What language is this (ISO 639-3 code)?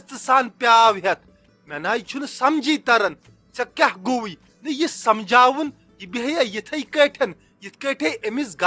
kas